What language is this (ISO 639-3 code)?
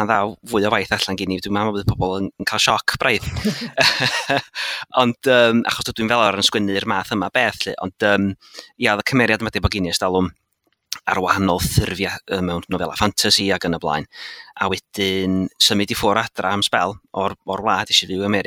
cym